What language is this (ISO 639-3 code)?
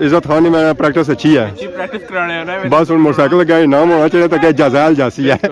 phr